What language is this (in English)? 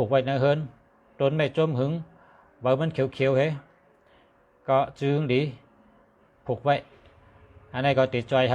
Shan